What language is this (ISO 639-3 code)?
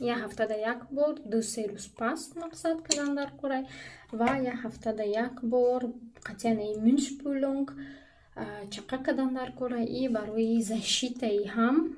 tgk